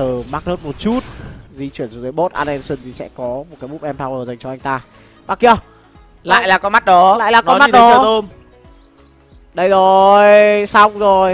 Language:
Vietnamese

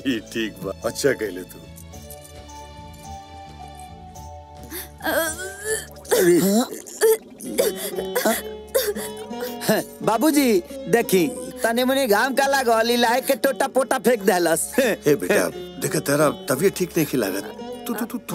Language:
Bhojpuri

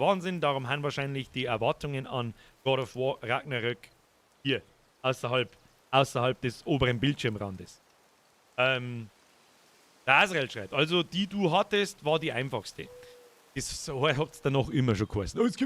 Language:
Bavarian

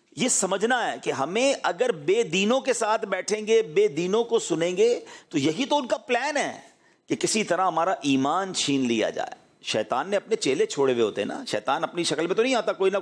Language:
Urdu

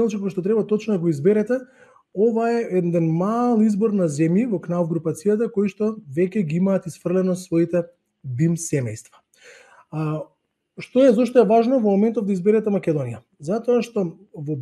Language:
Macedonian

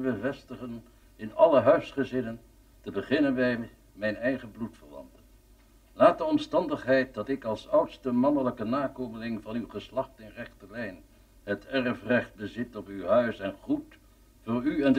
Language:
Dutch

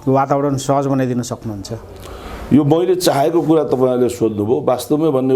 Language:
Nepali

